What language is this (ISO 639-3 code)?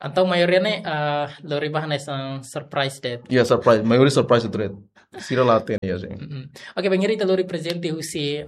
tet